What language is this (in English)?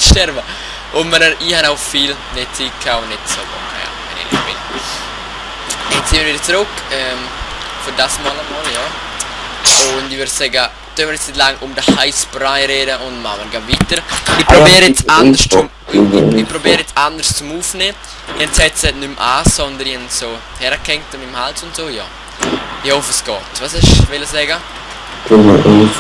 Swiss German